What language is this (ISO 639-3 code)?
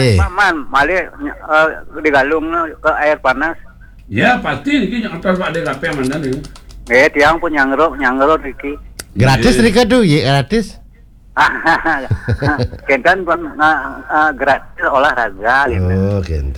ban